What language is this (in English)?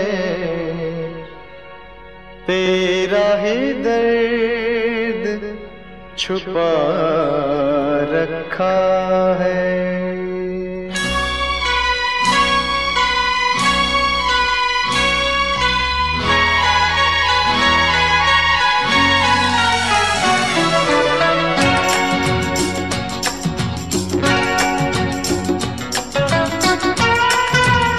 Hindi